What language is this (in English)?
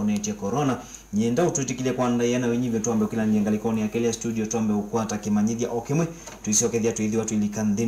Kamba